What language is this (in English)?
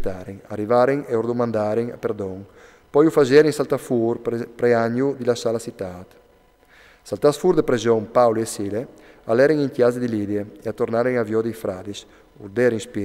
Friulian